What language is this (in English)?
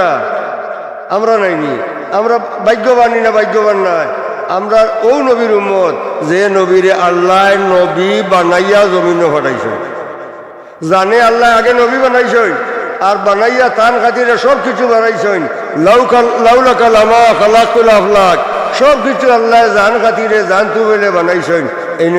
Sylheti